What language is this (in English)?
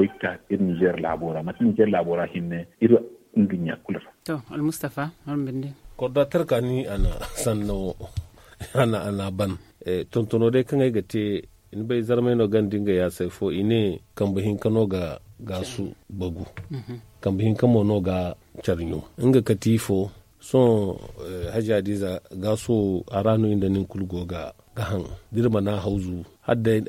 Zarma